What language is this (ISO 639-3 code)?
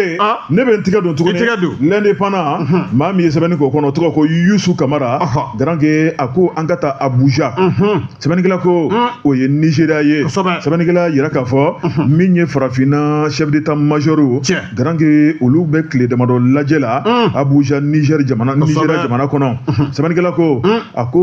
bam